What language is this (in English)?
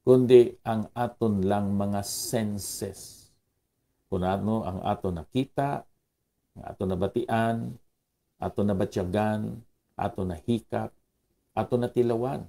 Hiligaynon